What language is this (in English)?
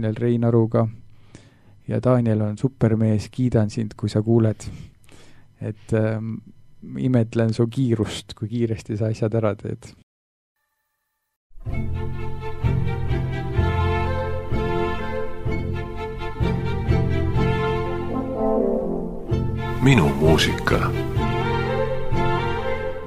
Estonian